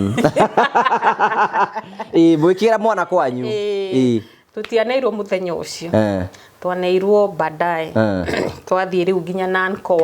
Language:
Kikuyu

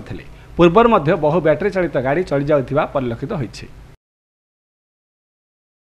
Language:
Odia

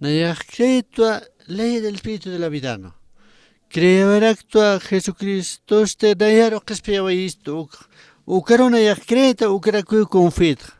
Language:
Aymara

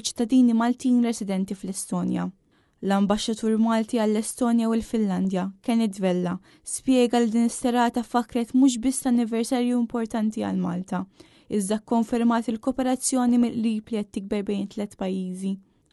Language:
Maltese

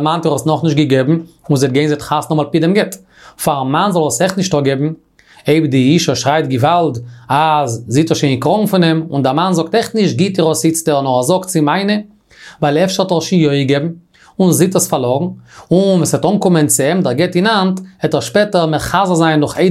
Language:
Yiddish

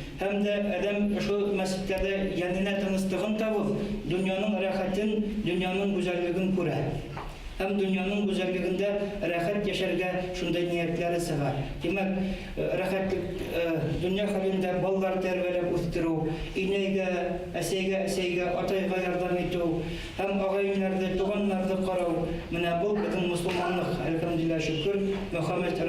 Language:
Bashkir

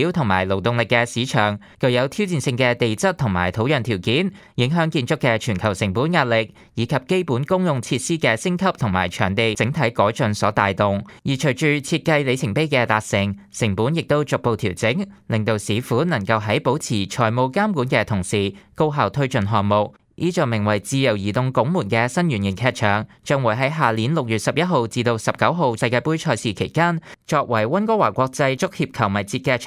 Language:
Cantonese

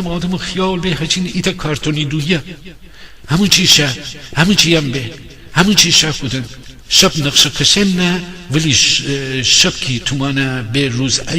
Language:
Gilaki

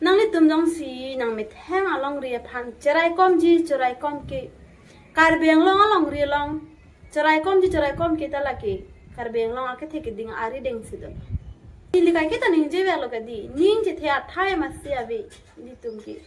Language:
Karbi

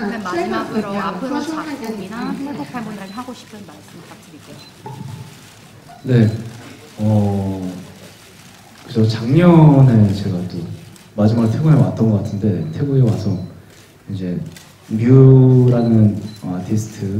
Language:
Korean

